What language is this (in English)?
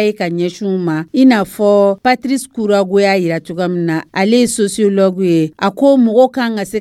Dyula